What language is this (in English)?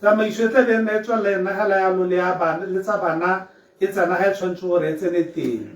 Tswana